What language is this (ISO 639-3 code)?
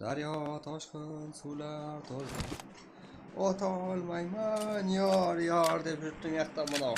kaa